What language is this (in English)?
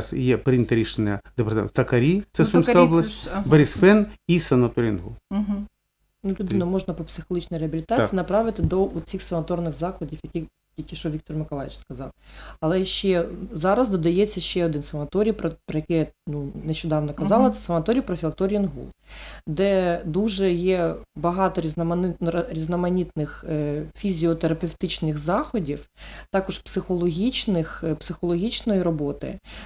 Ukrainian